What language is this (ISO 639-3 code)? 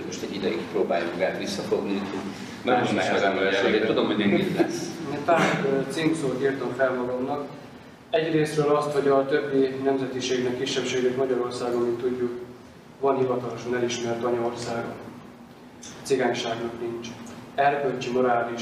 hun